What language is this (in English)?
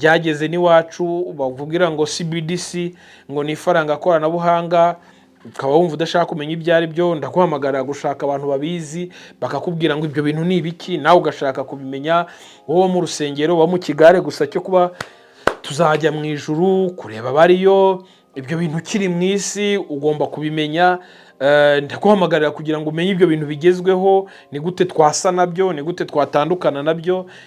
Kinyarwanda